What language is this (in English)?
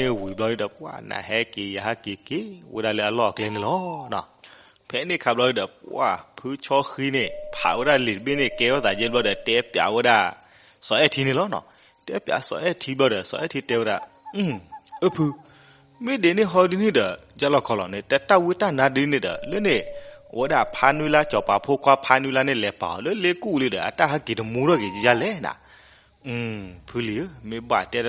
S'gaw Karen